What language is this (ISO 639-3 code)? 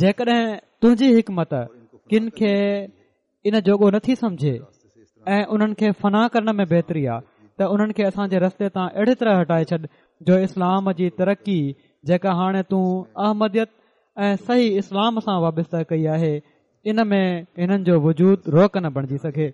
snd